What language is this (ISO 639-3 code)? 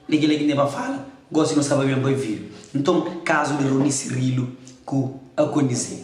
kea